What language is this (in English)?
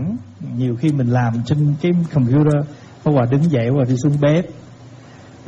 Vietnamese